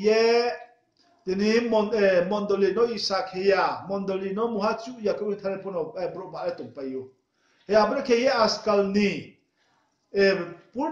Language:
Riang (India)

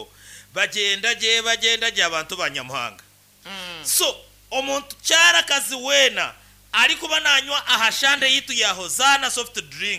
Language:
Nyankole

